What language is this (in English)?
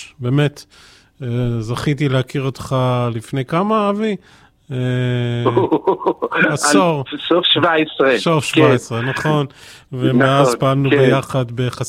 Hebrew